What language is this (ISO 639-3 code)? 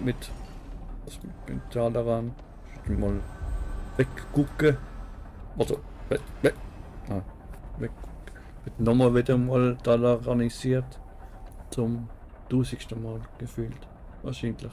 gsw